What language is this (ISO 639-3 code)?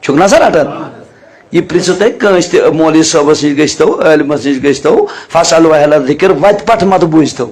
kas